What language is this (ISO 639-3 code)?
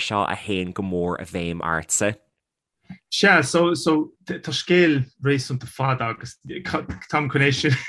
gle